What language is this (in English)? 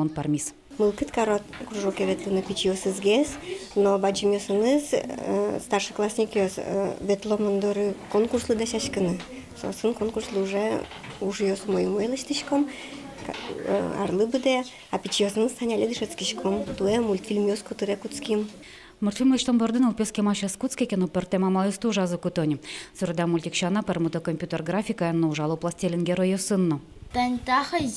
Udmurt